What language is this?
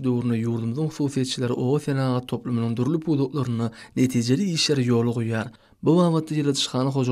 Turkmen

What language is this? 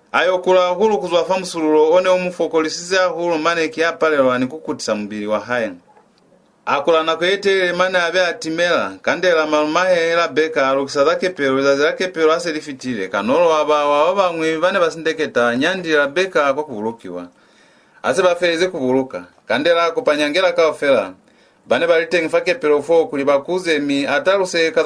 Lozi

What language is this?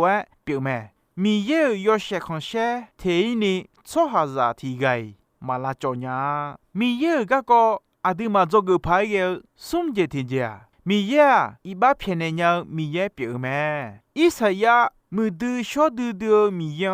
Akha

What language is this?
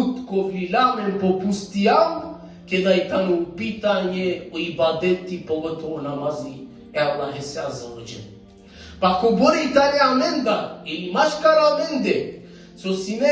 Balkan Romani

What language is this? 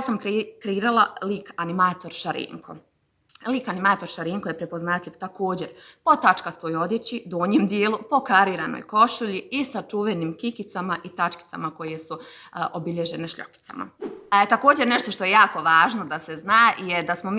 Bosnian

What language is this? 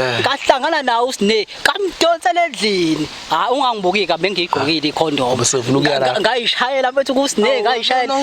Zulu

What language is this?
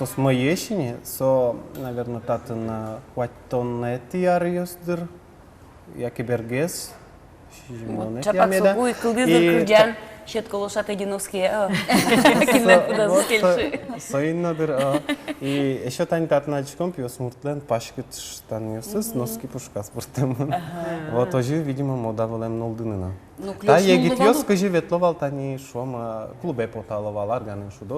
Udmurt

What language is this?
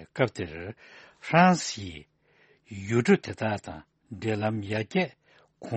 Tibetan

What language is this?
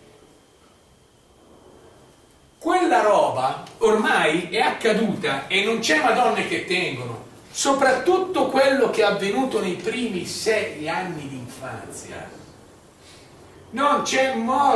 Italian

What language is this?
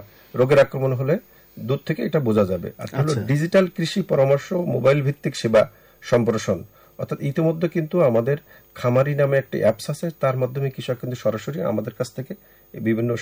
Bangla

